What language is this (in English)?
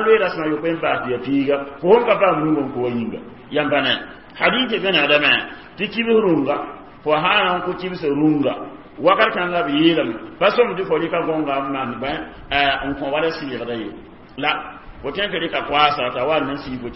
Mossi